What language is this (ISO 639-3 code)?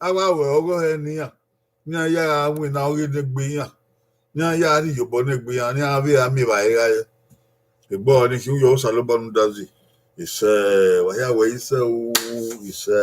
bin